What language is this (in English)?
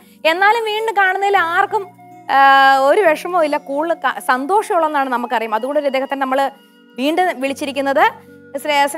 Malayalam